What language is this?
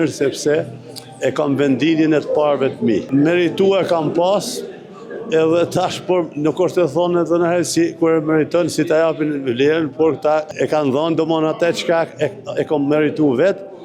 Albanian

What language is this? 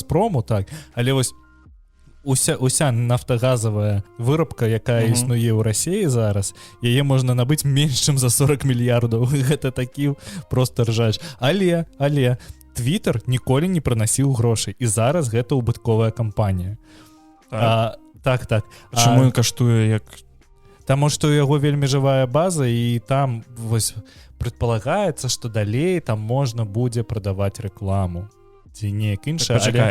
Belarusian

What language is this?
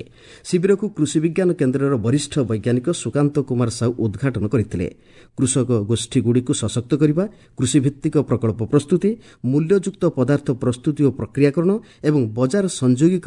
Odia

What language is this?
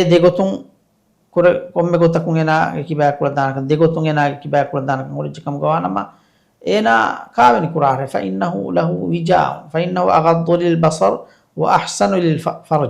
Divehi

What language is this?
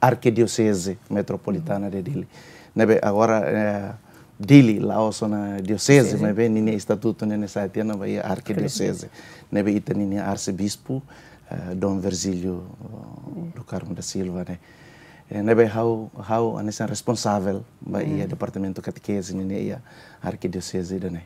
Tetum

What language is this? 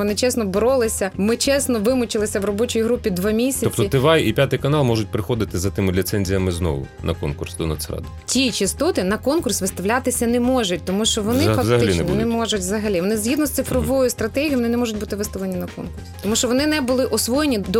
Ukrainian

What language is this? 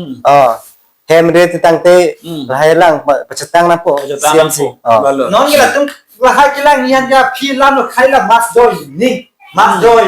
Karbi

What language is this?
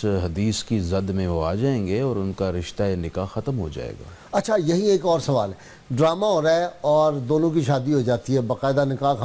Urdu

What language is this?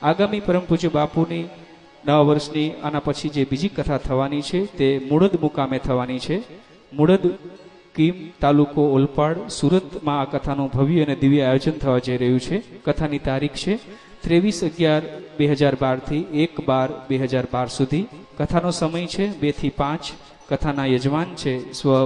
Gujarati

